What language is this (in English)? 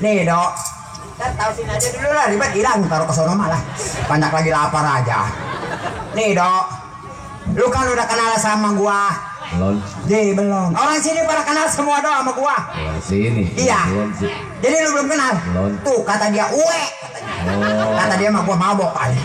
Betawi